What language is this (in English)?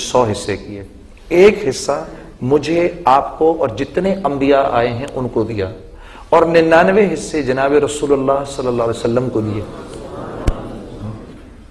Urdu